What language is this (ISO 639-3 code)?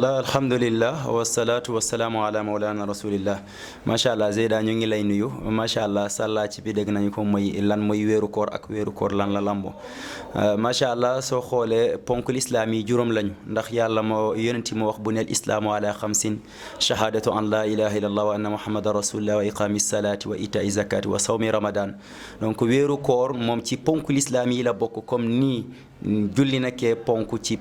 wol